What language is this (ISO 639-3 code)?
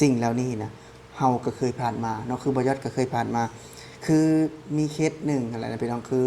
lao